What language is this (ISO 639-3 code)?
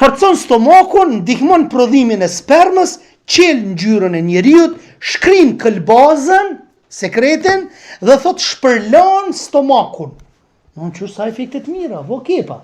sqi